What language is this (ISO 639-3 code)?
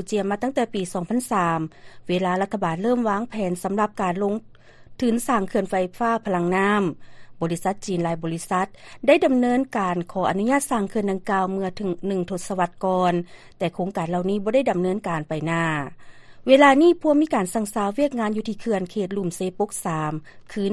lao